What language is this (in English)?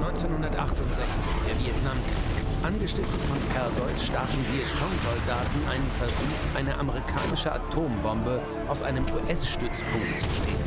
Bavarian